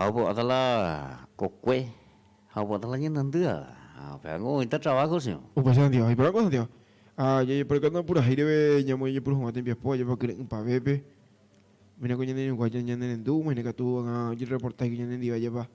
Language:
Guarani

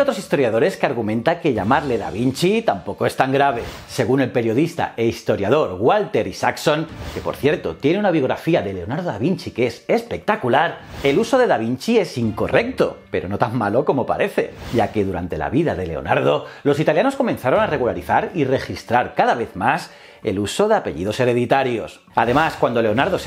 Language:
Spanish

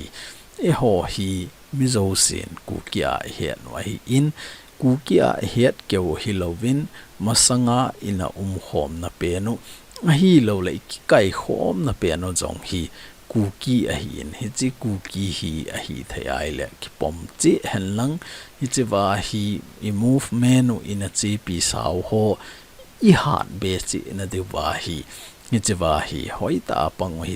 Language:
Thado Chin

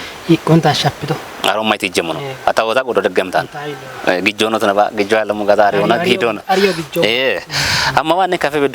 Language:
Kafa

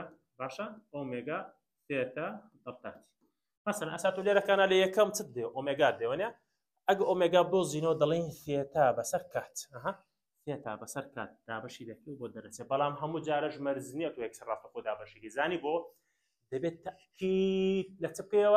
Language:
Central Kurdish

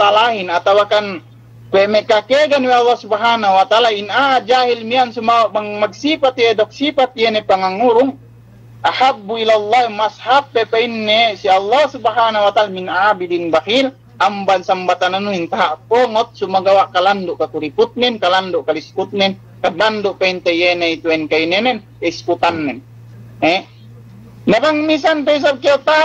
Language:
Yakan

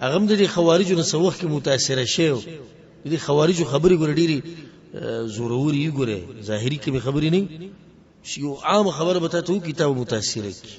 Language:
Pashto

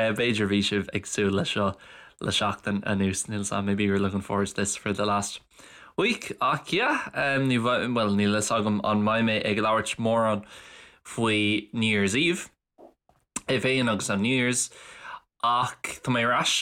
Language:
Irish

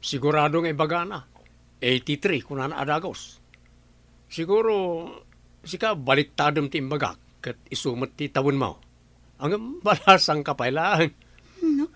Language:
Iloko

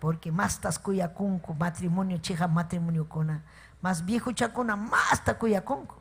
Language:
Ayacucho Quechua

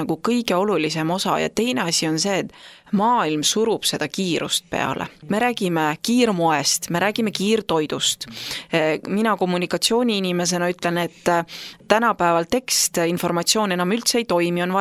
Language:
Estonian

